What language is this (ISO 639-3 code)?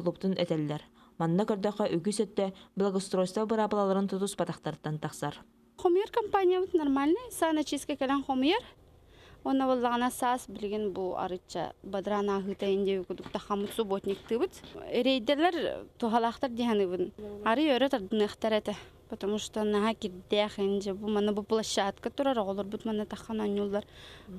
sah